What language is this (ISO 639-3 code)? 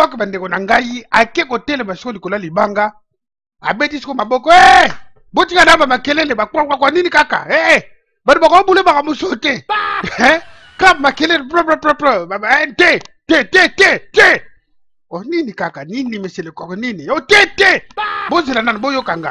lin